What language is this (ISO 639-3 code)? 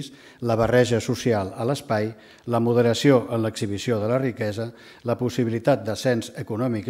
cat